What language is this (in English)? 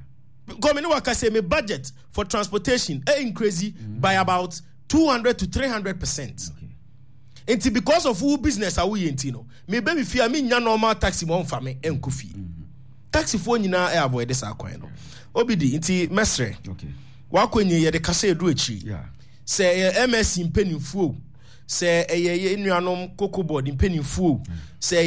Akan